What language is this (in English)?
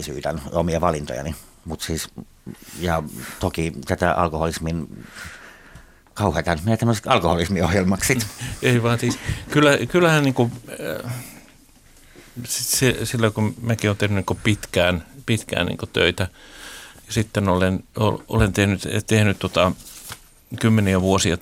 Finnish